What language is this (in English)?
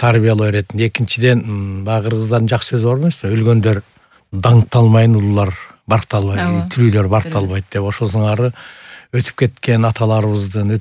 Kyrgyz